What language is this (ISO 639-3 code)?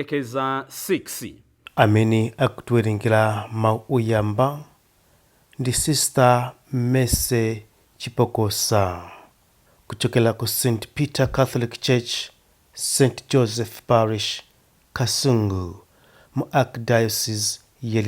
nya